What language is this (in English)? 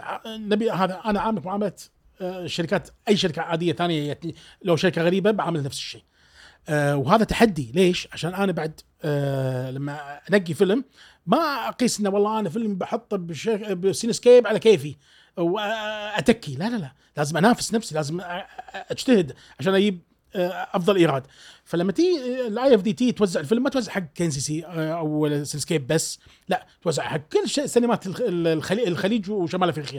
Gulf Arabic